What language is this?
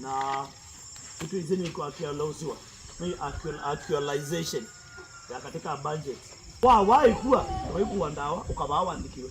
Kamba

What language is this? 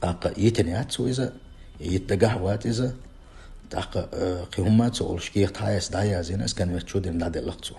Chechen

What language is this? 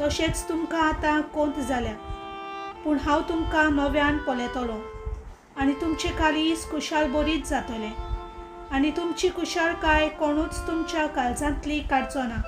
Konkani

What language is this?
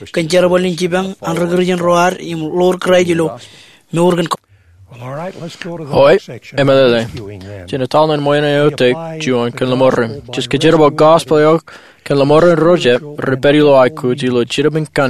Marshallese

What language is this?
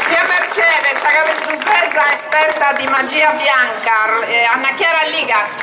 Sardinian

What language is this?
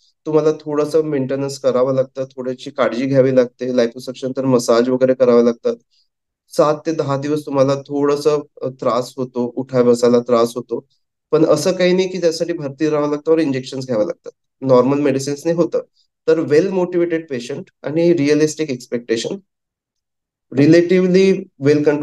Marathi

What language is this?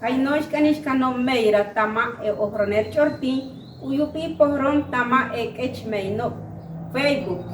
Chortí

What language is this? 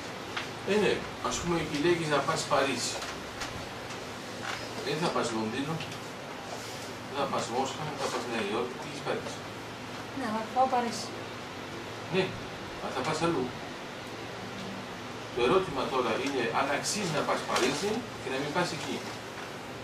Greek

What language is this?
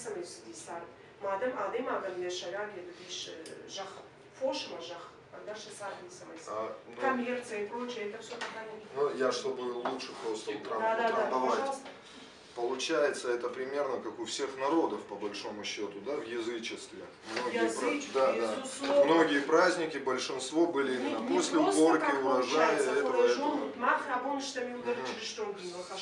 Ossetic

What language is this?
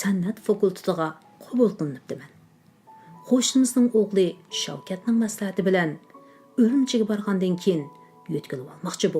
Uyghur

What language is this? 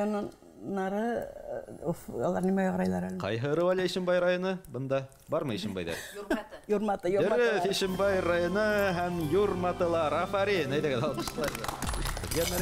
Bashkir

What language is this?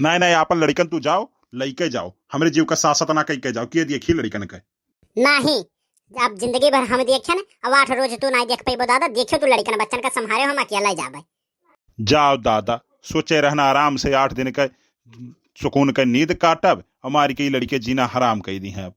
Awadhi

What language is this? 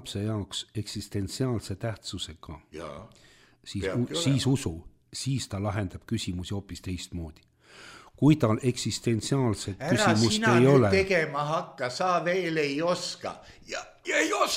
Estonian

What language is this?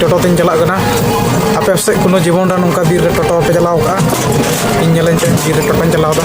Santali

